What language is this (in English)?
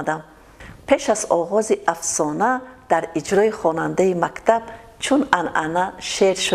Tajik